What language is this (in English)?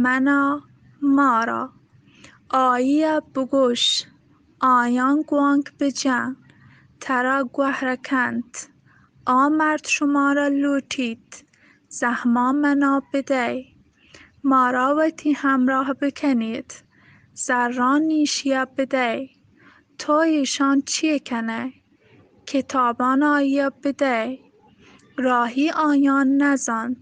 Baluchi